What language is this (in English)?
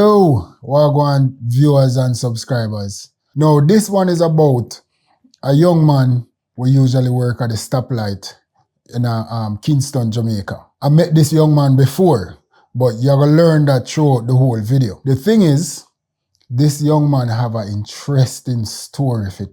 Jamaican Creole English